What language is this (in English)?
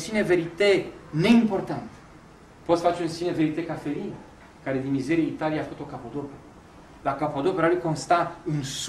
Romanian